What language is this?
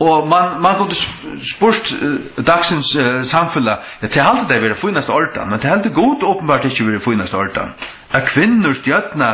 Faroese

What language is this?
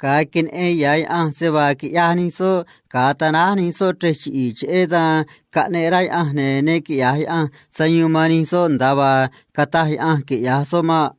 Copala Triqui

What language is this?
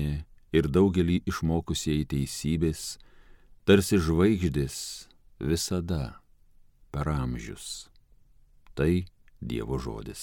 Lithuanian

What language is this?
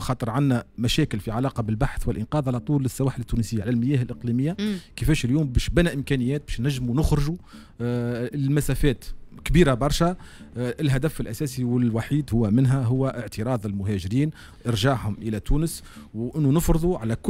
Tunisian Arabic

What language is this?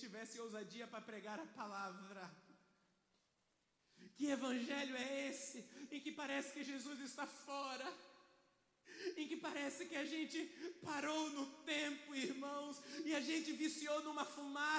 Portuguese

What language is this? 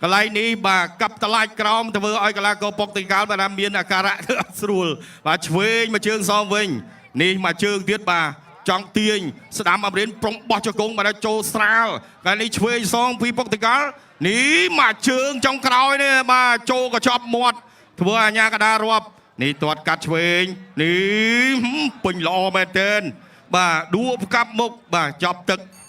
Khmer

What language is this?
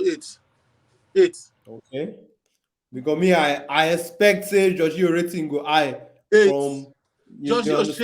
Nigerian Pidgin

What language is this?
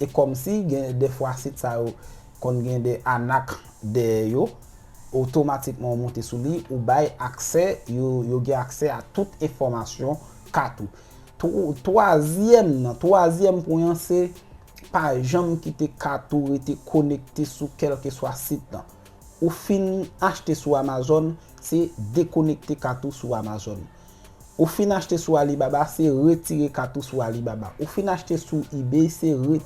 Haitian Creole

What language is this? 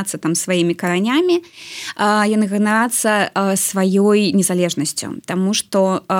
Belarusian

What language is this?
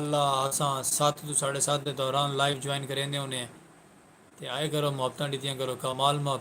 Saraiki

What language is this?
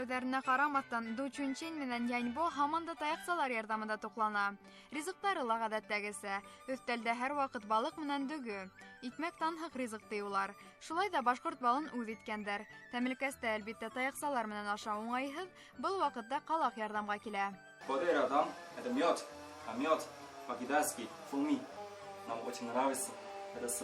Bashkir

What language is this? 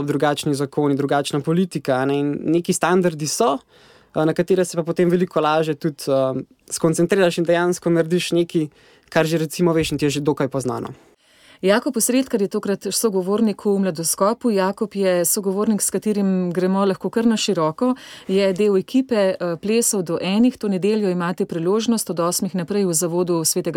Slovenian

